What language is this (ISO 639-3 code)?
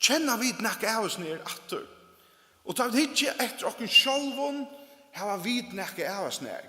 fao